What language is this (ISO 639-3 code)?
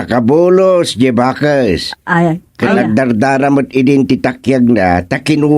ilo